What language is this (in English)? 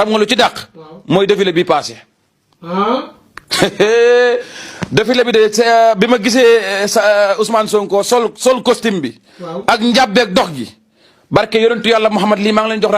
Wolof